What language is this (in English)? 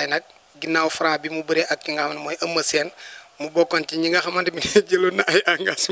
Wolof